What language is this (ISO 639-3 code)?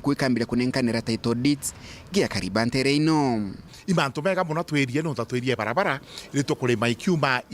mer